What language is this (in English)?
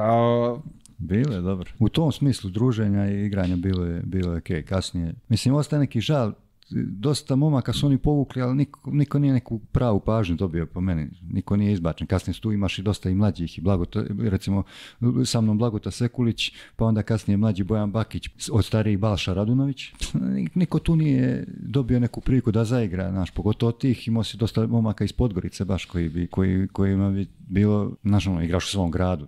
Serbian